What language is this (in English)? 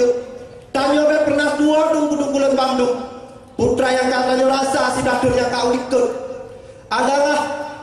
Achinese